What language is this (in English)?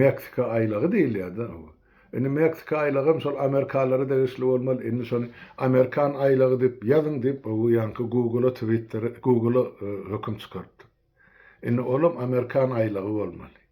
Turkmen